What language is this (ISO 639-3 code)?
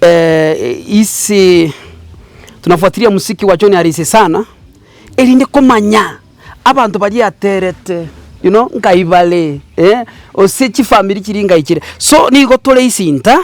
guz